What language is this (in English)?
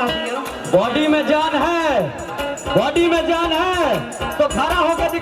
Maithili